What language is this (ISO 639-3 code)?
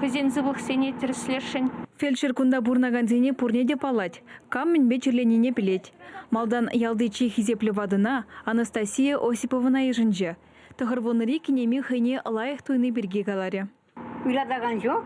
chv